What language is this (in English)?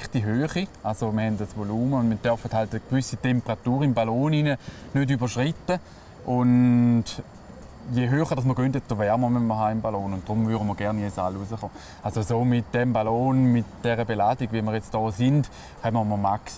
Swiss German